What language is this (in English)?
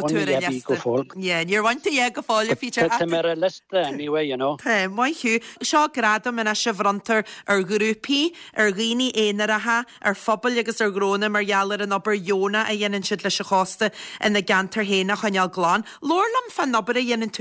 Irish